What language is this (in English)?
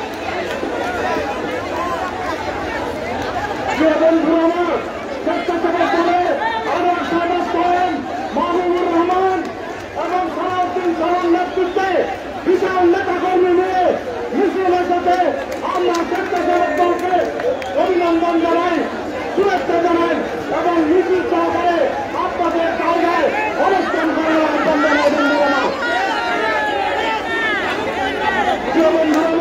Bangla